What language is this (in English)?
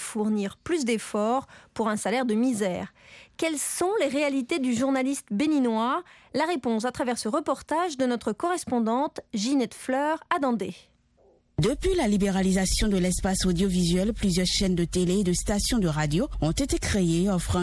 French